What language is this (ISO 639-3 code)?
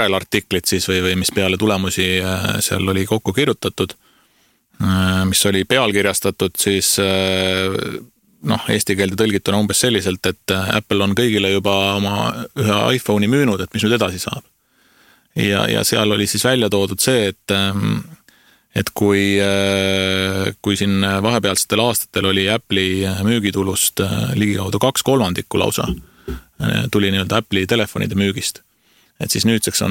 est